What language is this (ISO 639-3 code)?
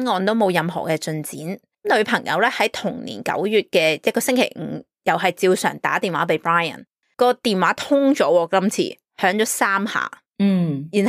yue